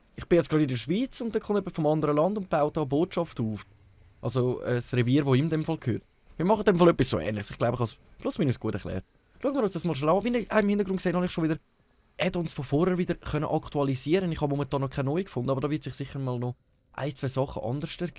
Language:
Swiss German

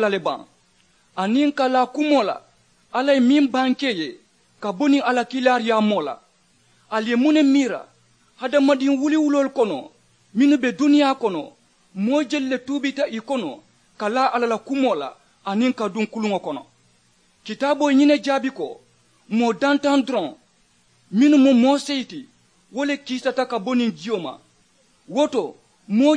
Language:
Mandingo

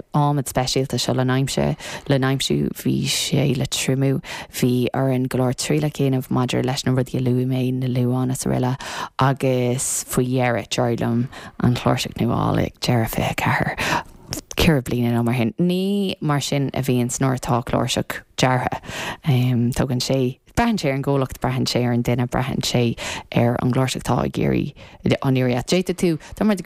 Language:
Irish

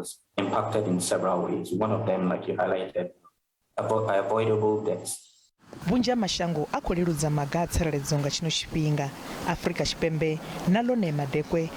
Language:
Venda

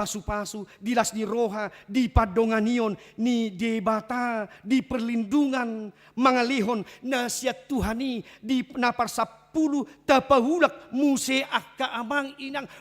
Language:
Batak Toba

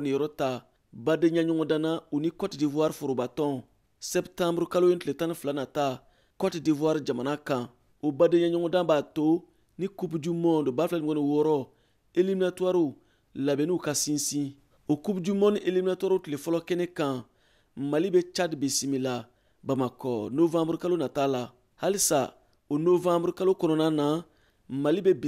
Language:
Bambara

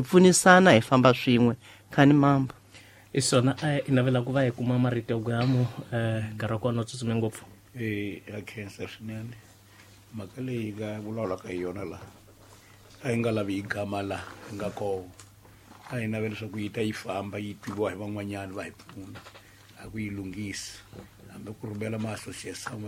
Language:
Tsonga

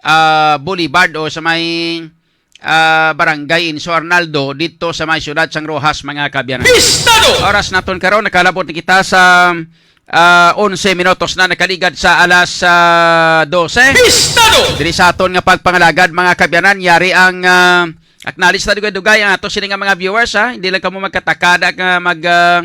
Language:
Hiligaynon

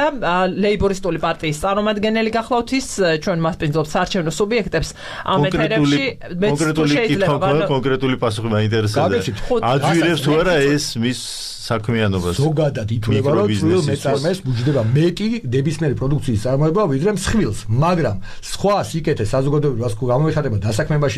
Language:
Georgian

